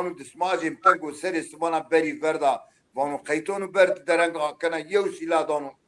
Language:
Zaza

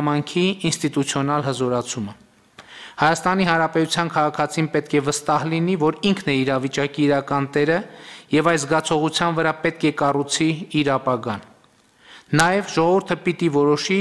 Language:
Armenian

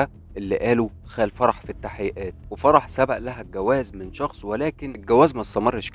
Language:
Egyptian Arabic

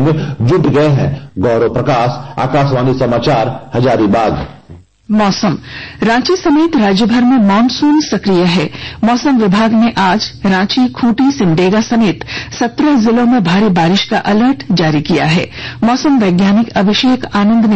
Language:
Hindi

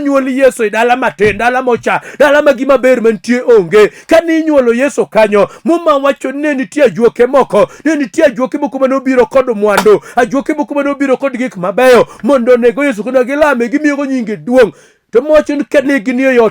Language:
Luo (Kenya and Tanzania)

